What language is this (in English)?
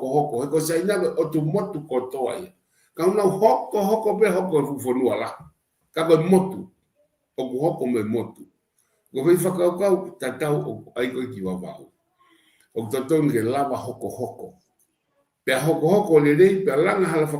Tongan